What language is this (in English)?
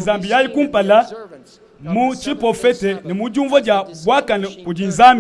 Luba-Lulua